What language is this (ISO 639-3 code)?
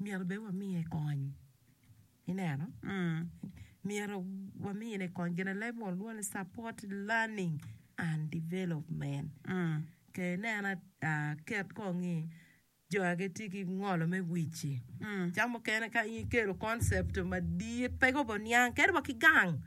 ach